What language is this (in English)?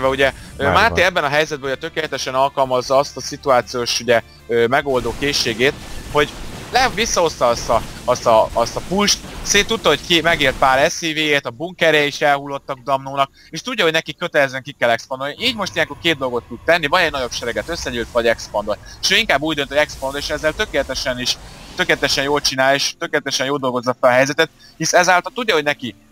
Hungarian